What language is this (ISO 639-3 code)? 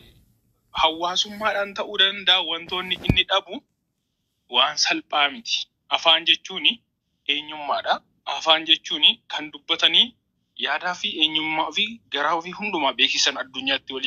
orm